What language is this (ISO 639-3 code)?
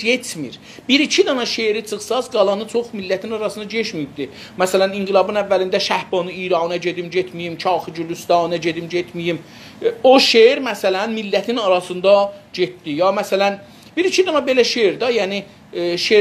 azb